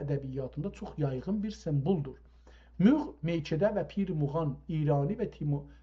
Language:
South Azerbaijani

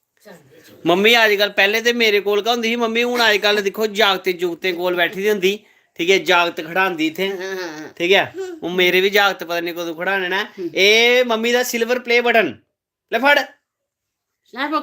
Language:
Dogri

